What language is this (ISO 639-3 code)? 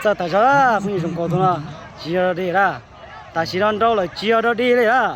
hmn